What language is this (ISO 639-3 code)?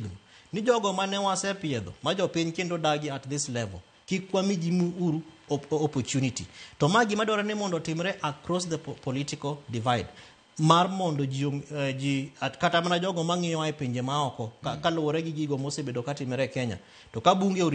luo